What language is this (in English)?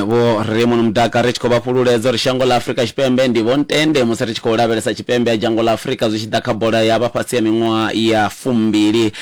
Venda